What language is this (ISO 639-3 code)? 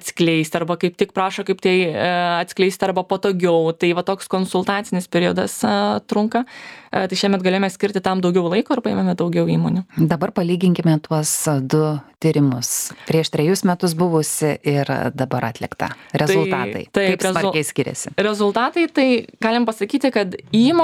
lit